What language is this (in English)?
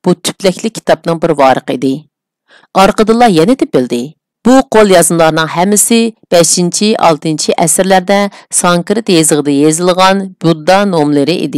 Uyghur